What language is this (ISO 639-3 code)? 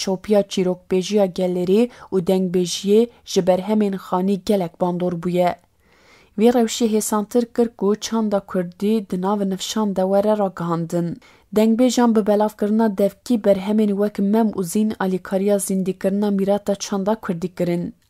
kur